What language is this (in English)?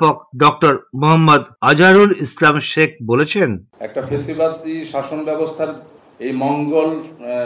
Bangla